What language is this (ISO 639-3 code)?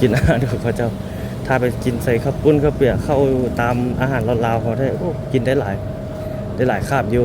lao